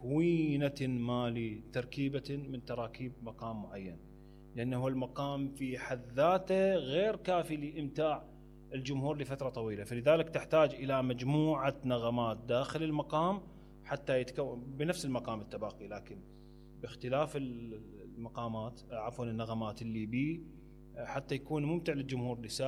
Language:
Mesopotamian Arabic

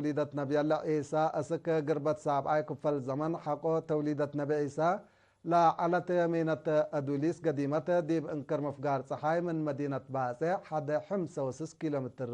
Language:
Tigre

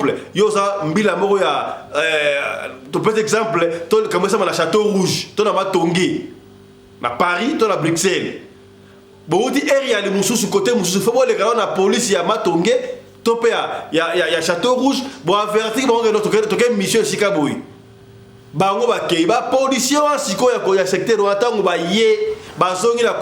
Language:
Lingala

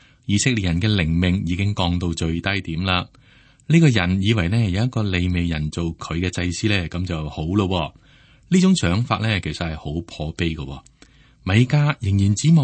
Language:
Cantonese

